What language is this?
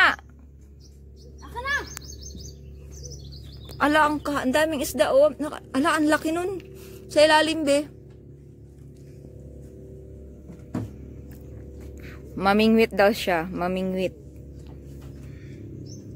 Filipino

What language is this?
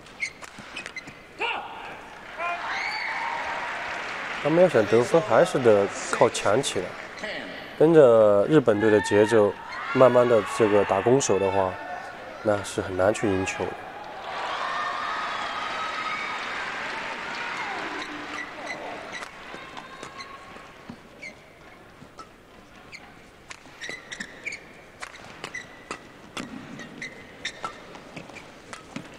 Chinese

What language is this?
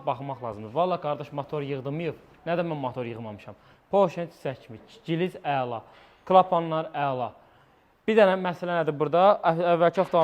Azerbaijani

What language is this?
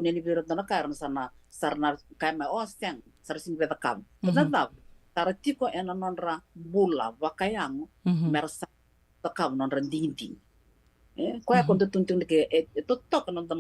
Fijian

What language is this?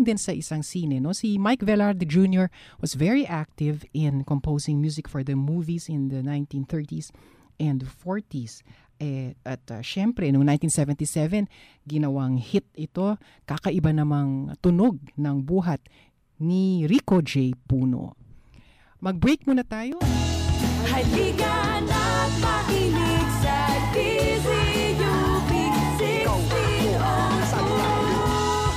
Filipino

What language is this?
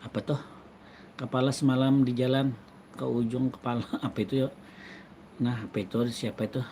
Banjar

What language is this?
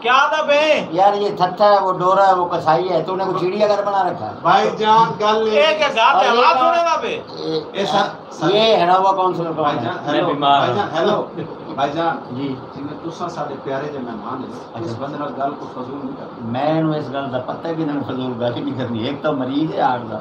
Saraiki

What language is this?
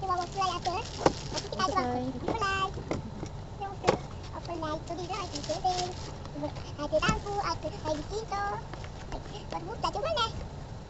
Malay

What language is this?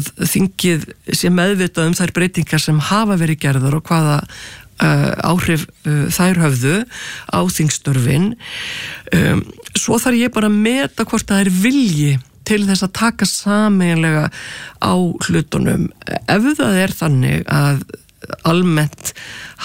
Icelandic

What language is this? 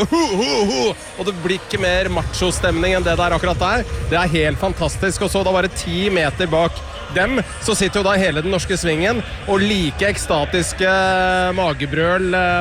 Norwegian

